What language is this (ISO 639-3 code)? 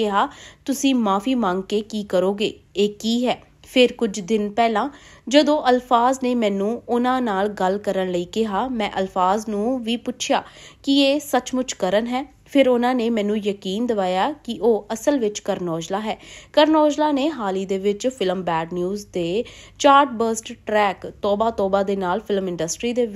pan